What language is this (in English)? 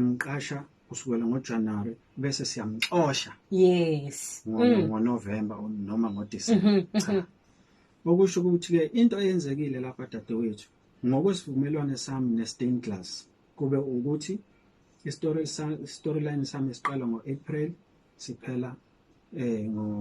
Zulu